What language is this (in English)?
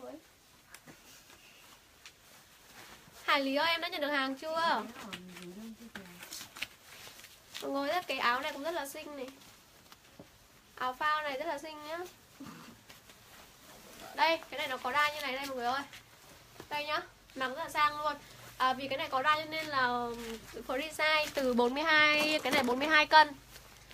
Vietnamese